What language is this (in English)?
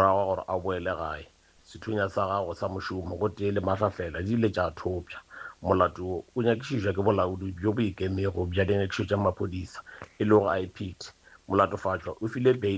Northern Sotho